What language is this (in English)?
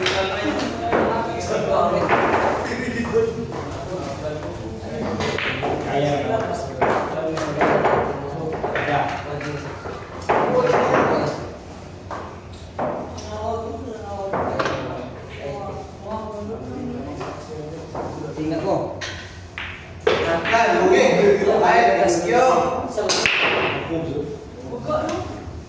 Filipino